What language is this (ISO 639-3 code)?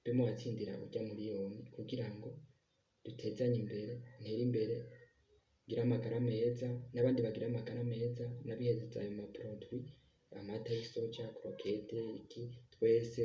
run